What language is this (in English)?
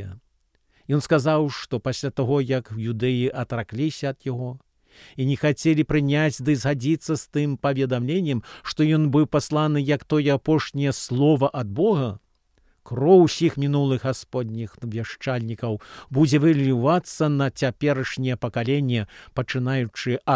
Belarusian